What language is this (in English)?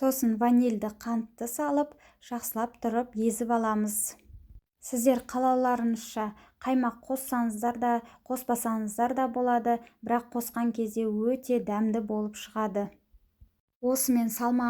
Kazakh